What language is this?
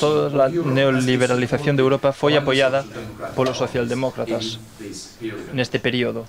Galician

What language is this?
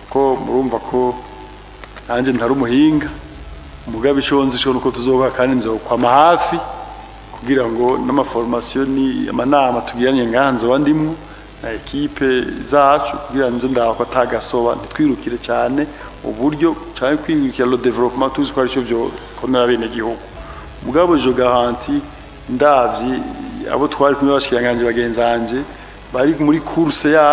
Rundi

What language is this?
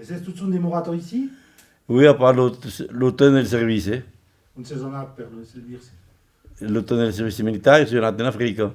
Occitan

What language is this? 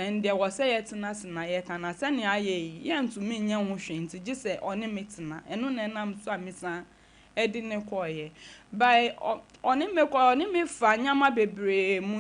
Akan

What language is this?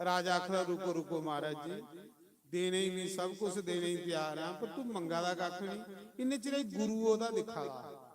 Dogri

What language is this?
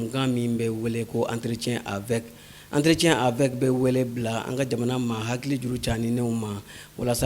Bambara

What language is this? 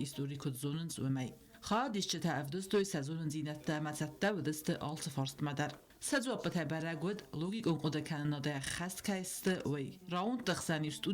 Ossetic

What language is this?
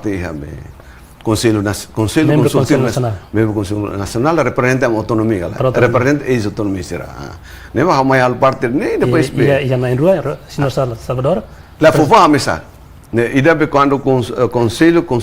Tetum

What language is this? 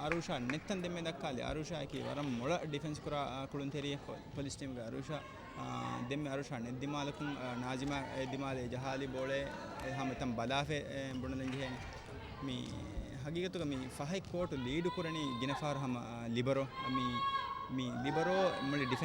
Divehi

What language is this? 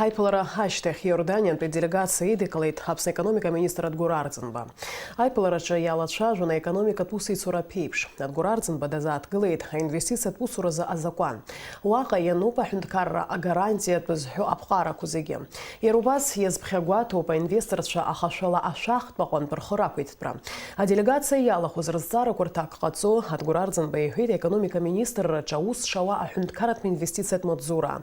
Abkhazian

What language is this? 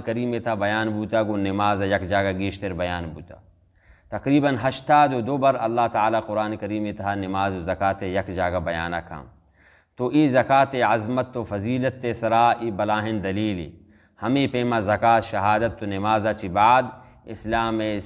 Baluchi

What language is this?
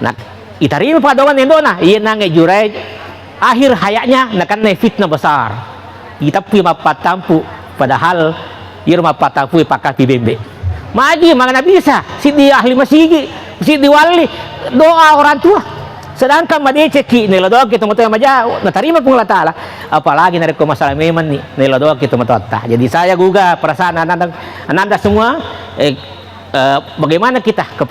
Buginese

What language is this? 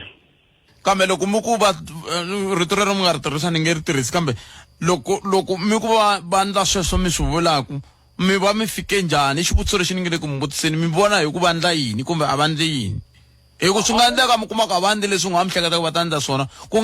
Tsonga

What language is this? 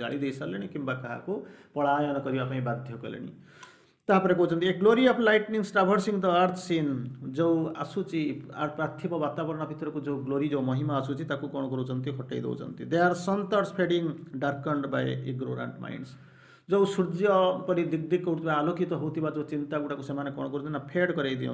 Odia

